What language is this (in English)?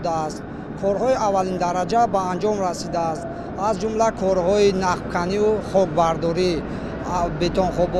Tajik